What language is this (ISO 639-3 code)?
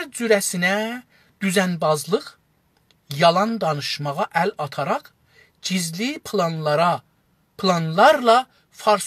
azb